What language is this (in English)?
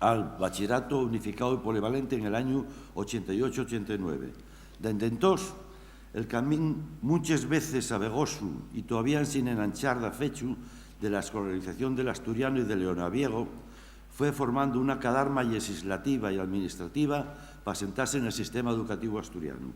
Asturian